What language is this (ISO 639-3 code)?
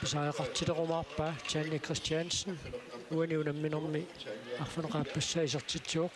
kal